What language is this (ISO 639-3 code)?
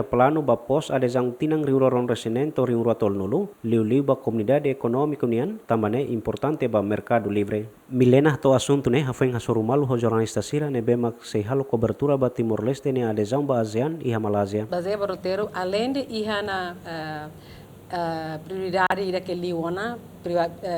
tet